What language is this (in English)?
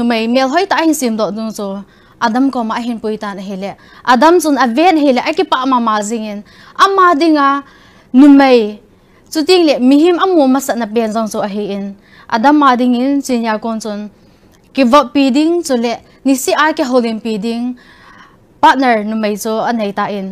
Thado Chin